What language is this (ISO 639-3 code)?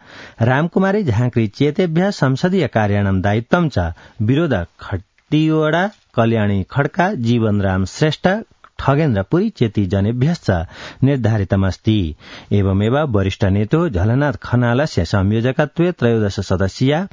san